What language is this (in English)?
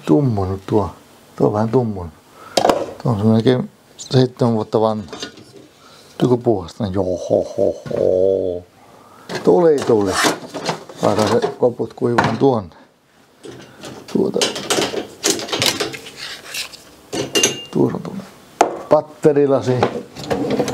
Finnish